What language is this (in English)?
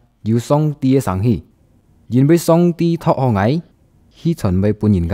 Hakka Chinese